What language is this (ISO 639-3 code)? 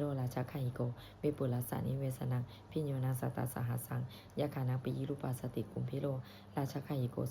pli